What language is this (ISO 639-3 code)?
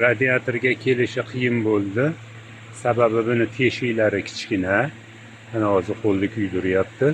uzb